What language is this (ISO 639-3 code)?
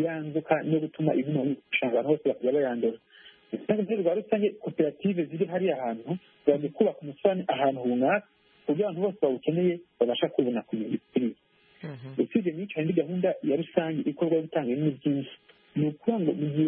kin